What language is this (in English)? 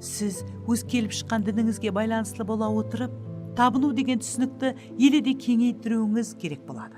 Kara-Kalpak